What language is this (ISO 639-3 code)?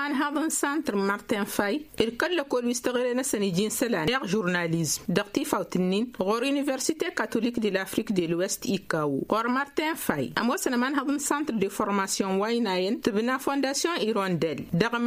taq